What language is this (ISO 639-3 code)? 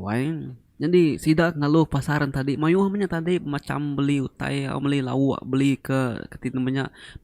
iba